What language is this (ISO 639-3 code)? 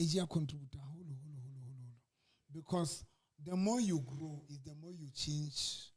sot